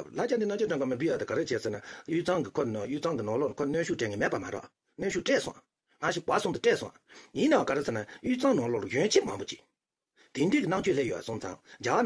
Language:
Tibetan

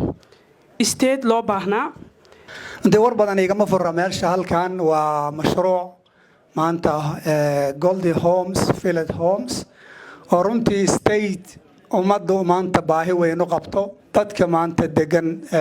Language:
Somali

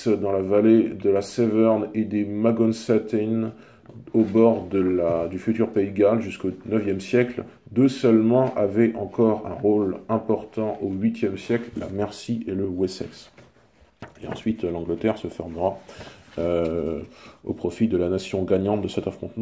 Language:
French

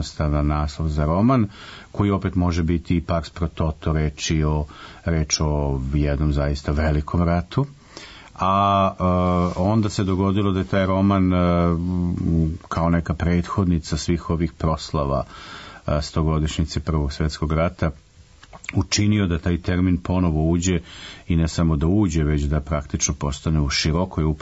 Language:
Serbian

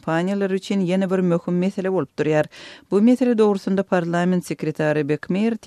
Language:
Turkmen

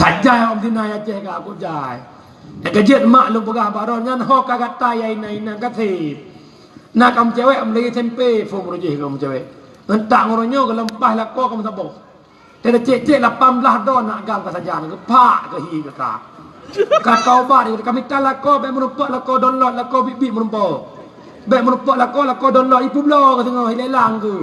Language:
Achinese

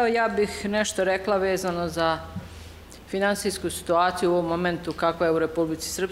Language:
Bosnian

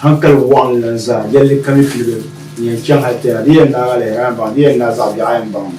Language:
Dagbani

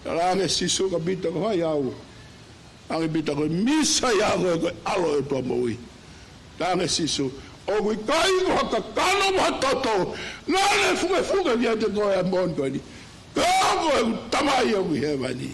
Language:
Tongan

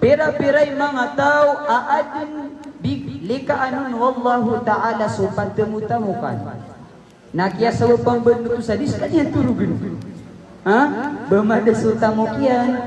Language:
Maranao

